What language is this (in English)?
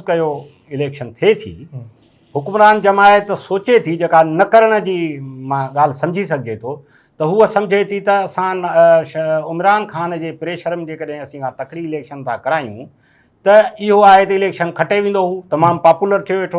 Sindhi